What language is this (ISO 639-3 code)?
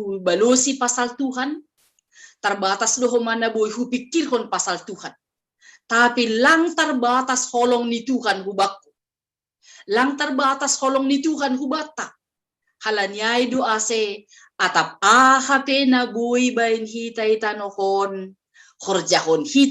bts